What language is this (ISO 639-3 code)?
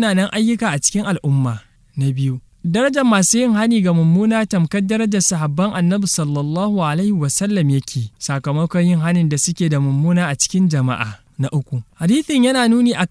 hau